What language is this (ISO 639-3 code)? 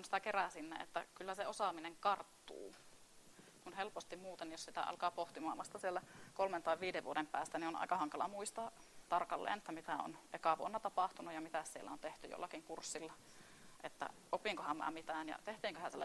fin